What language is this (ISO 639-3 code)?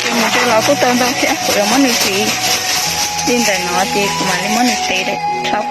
hmn